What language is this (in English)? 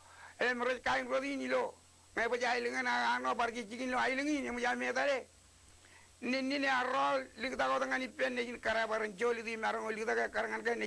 Marshallese